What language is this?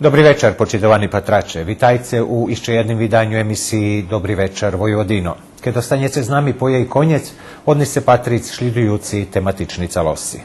Rusyn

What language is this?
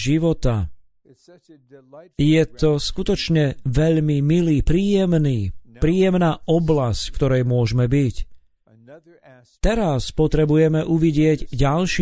Slovak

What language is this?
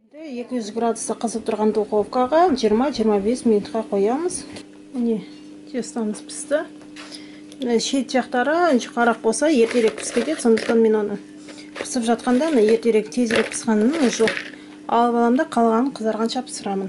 Kazakh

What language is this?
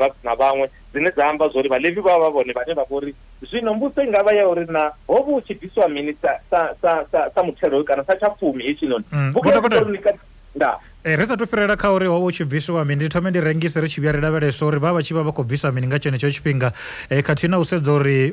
Venda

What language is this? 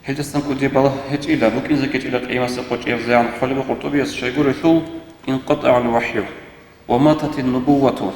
Avaric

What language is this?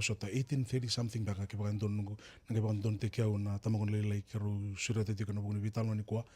Fijian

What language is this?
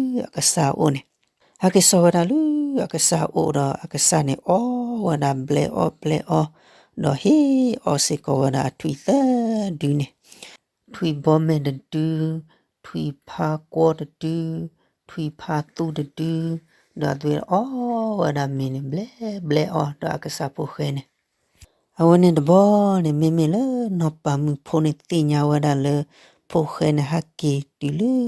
S'gaw Karen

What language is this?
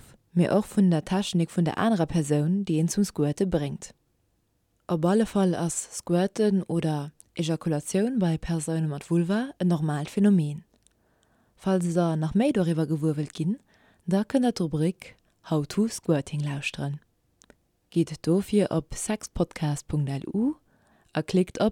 Luxembourgish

